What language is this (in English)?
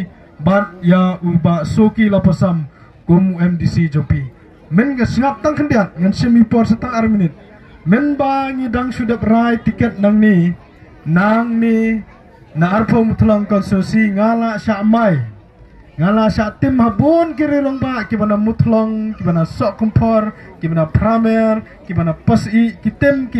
Khasi